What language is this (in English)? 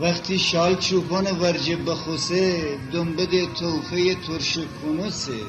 Gilaki